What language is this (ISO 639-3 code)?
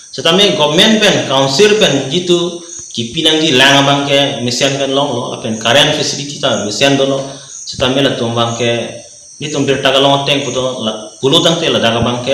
mjw